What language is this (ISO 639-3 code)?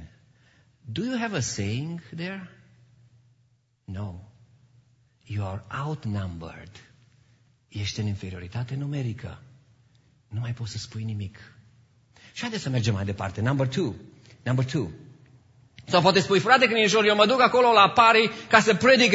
ron